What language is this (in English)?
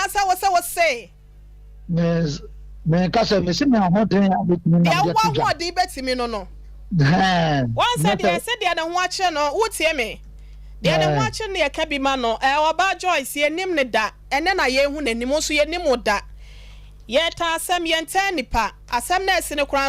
Akan